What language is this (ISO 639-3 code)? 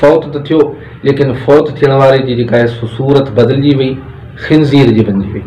snd